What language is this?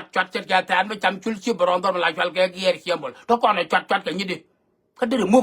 Nuer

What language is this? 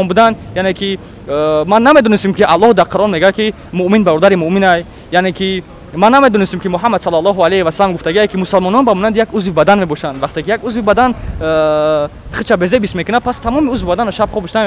Tajik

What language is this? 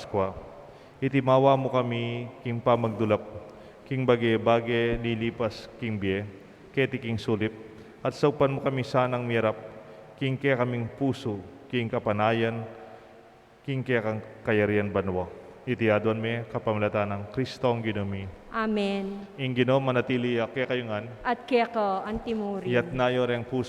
Pampanga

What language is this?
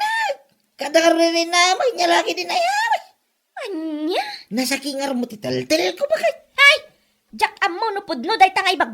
Iloko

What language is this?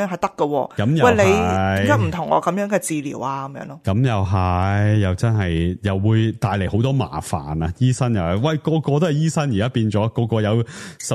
Cantonese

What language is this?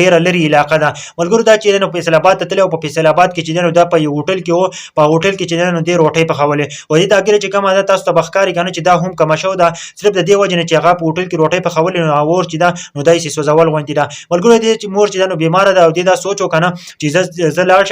Pashto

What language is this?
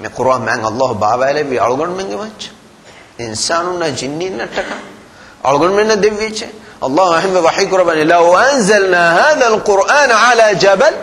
Divehi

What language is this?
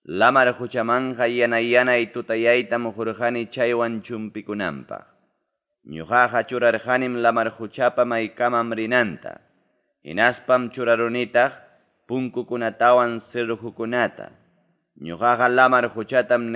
Ayacucho Quechua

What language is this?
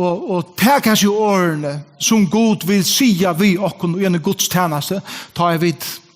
Faroese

